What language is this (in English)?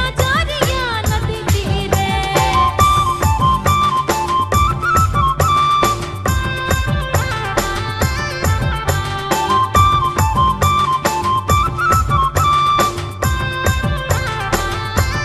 Sadri